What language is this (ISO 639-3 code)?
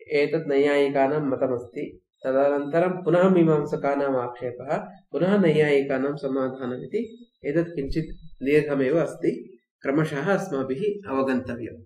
san